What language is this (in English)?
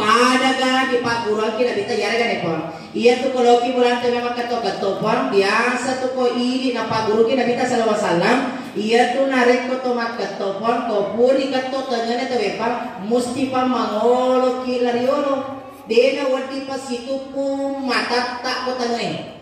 Buginese